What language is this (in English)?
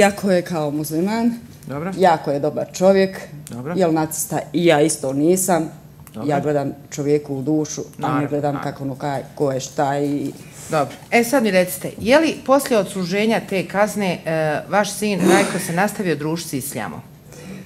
Bosnian